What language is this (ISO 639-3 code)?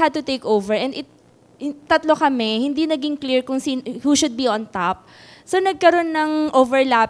fil